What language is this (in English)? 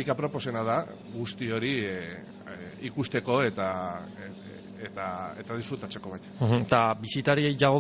Basque